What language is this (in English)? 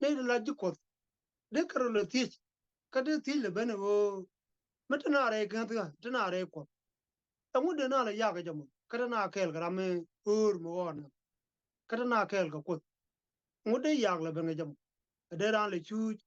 Nuer